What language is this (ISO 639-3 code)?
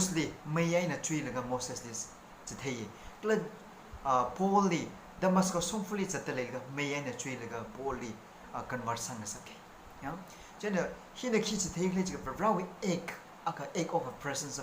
nmf